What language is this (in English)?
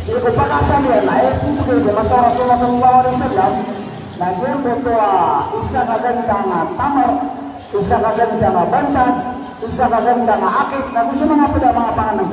Maranao